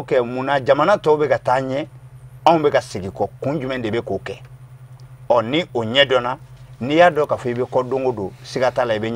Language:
Bambara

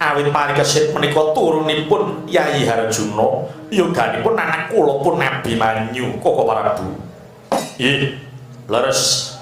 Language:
Javanese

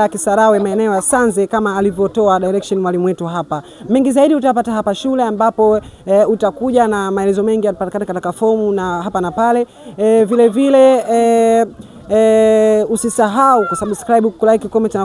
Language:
Swahili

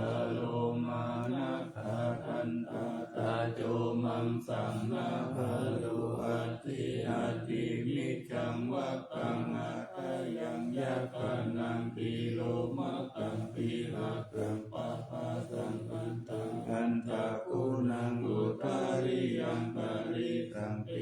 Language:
Pali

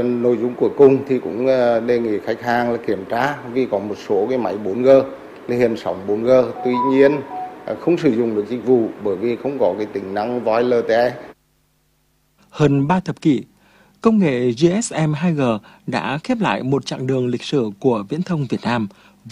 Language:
Vietnamese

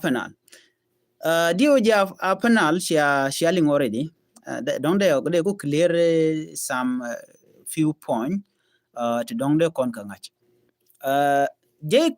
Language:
Nuer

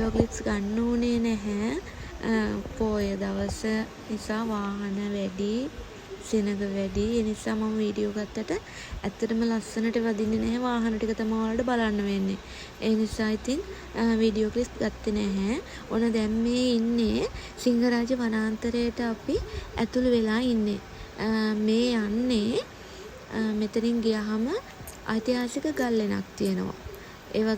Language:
Sinhala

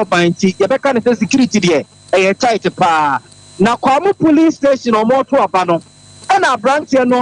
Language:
Akan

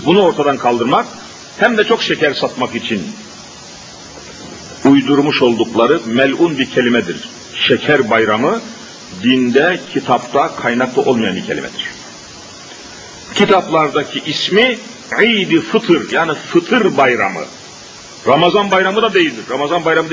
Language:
Turkish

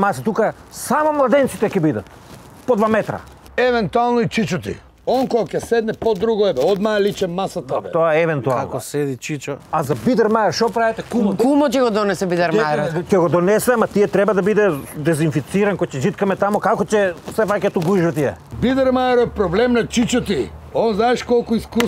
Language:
Macedonian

